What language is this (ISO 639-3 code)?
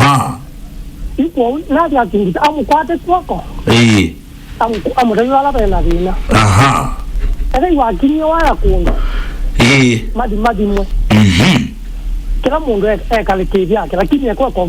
kam